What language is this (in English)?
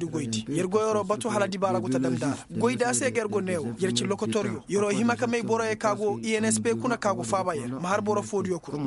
Koyraboro Senni